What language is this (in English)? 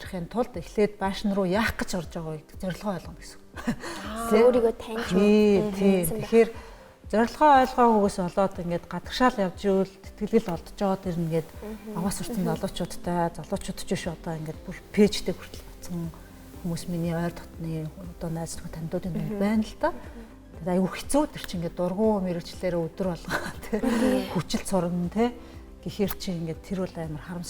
Mongolian